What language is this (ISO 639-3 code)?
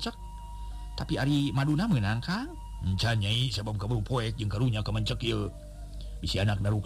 sun